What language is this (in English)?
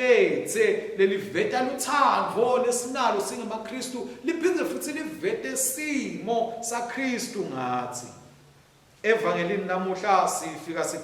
Swati